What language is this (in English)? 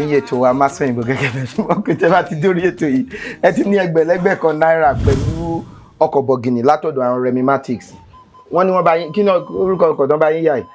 Yoruba